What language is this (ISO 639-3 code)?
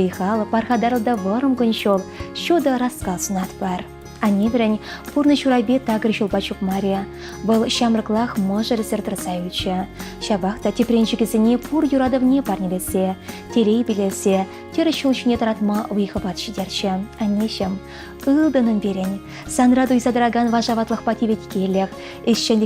chv